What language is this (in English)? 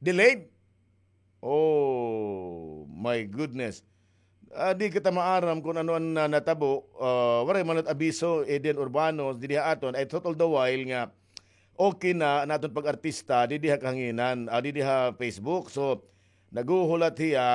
Waray